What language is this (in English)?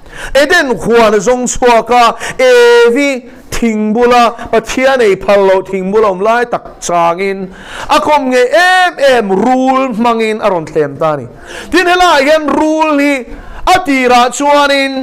Mizo